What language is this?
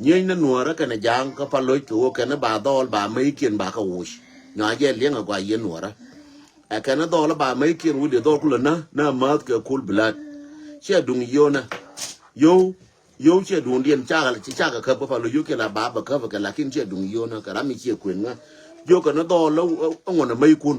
Nuer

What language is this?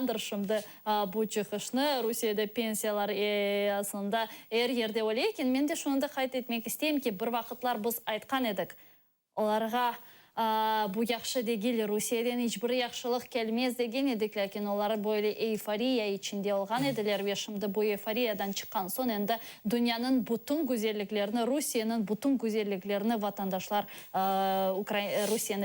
Crimean Tatar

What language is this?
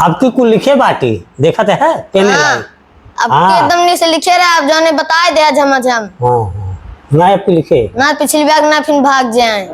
Awadhi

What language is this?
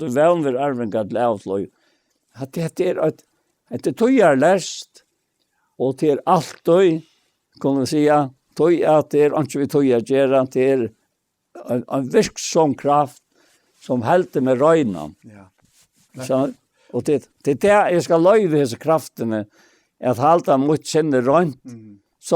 Faroese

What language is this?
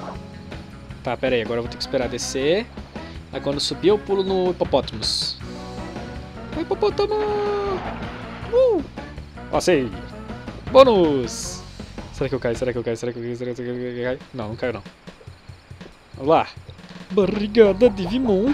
Portuguese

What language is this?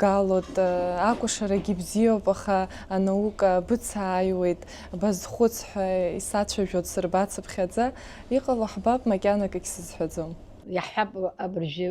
Abkhazian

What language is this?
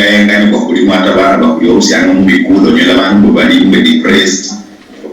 Luyia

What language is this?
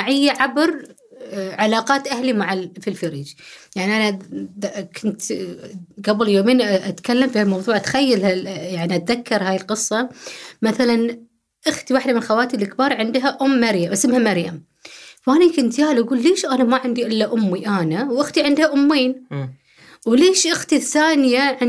Gulf Arabic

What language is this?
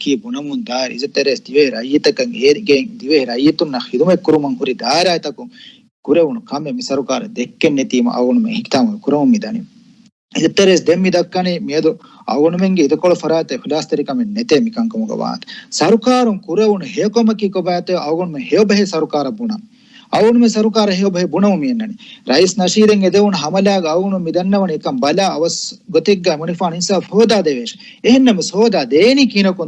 Divehi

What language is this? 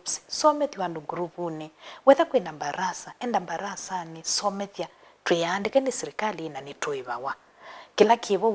Kamba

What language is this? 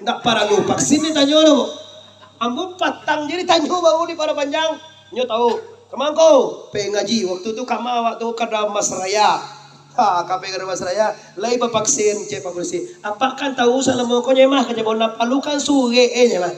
Minangkabau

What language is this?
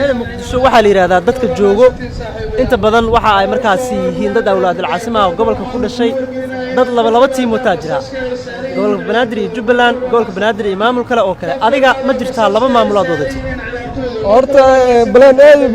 Somali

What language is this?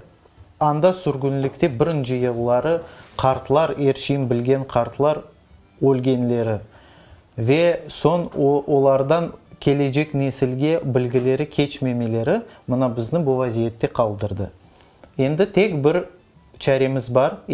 Crimean Tatar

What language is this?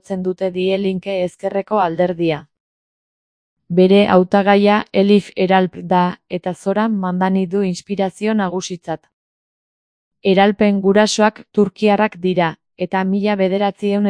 Basque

